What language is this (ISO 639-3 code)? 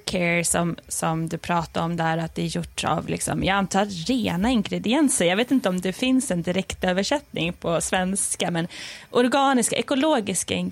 swe